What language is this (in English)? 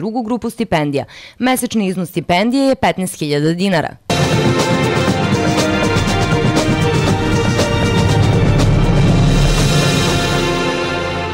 Serbian